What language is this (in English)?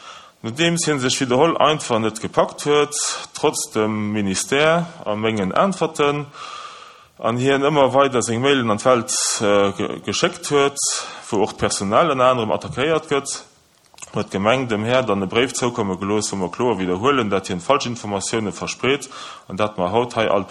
Luxembourgish